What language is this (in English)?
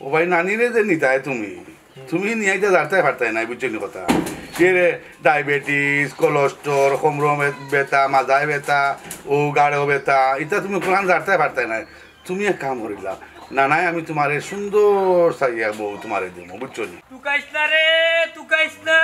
Sylheti